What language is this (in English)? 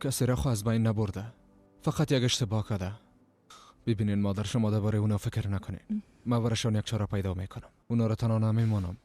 Persian